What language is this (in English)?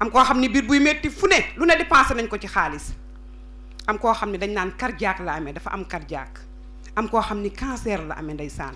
Wolof